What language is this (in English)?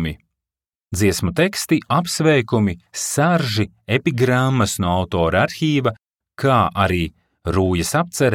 Latvian